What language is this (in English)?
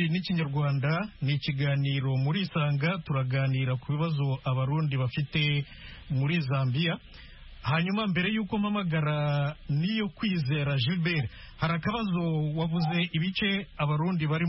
Kinyarwanda